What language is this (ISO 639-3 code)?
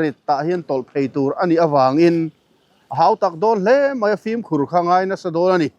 lus